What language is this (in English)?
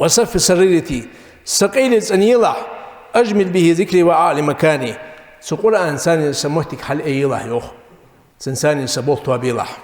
Ingush